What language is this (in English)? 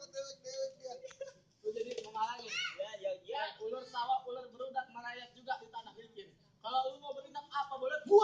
Betawi